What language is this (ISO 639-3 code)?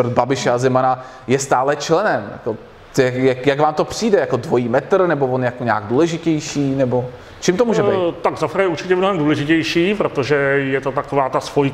ces